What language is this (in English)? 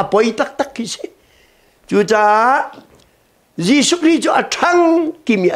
Hakha Chin